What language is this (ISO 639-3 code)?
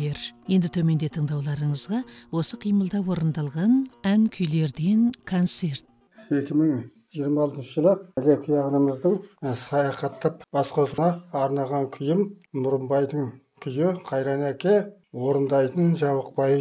kaz